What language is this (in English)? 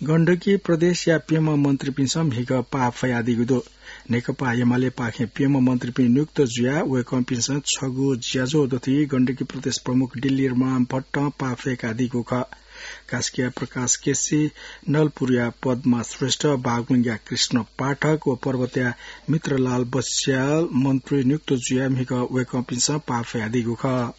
Newari